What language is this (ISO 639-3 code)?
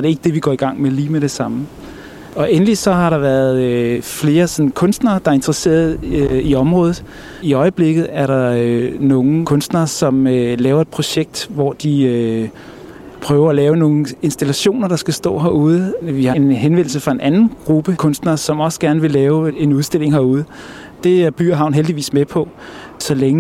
dan